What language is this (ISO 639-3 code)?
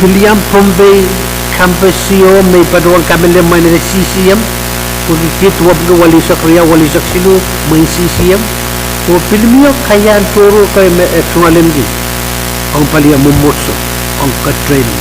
pon